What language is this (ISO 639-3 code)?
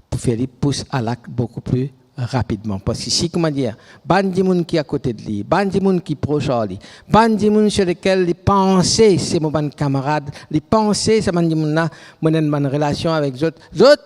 mfe